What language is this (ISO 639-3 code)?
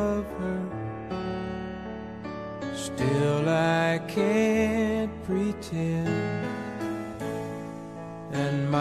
eng